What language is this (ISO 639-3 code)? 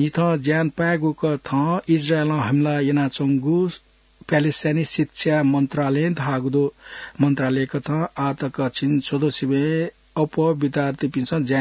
new